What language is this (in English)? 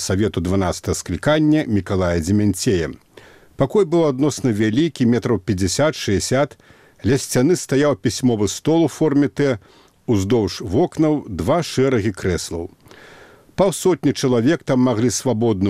Belarusian